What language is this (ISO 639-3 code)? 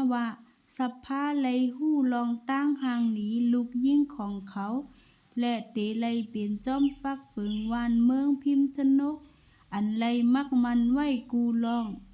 shn